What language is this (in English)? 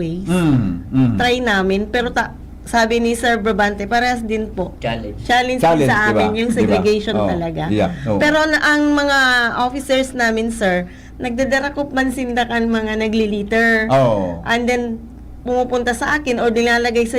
Bikol